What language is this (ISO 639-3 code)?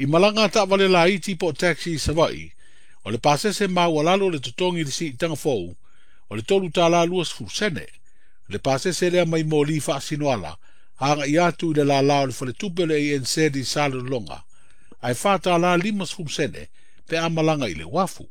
smo